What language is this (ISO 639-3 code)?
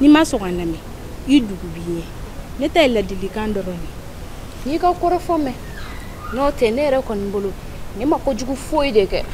bam